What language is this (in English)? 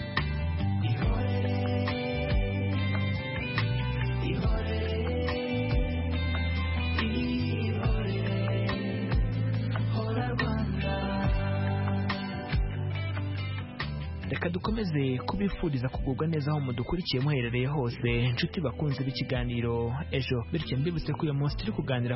Kinyarwanda